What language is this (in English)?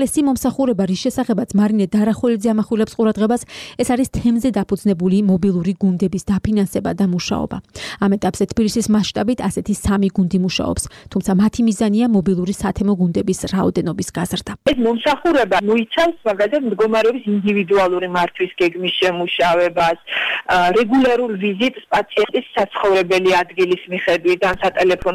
Georgian